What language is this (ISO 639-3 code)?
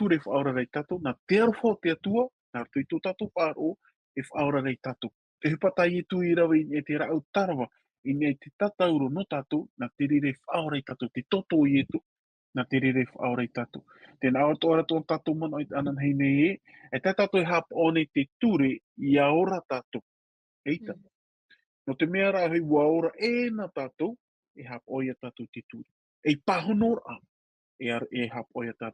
tah